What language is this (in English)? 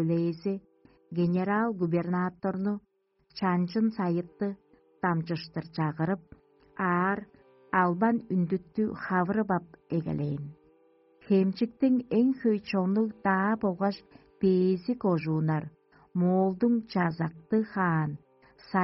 Tuvinian